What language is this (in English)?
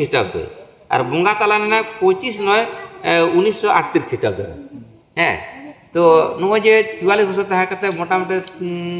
Santali